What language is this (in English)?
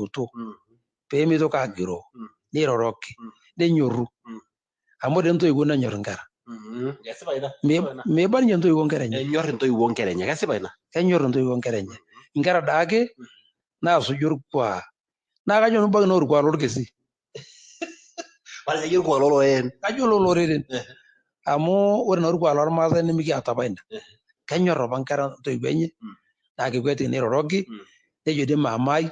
Masai